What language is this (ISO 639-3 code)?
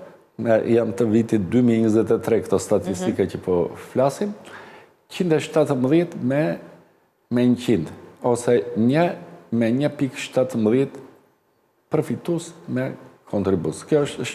sqi